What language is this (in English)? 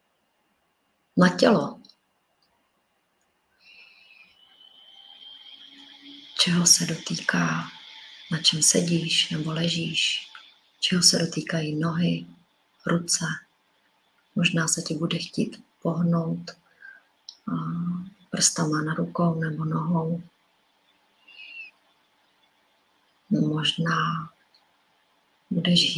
Czech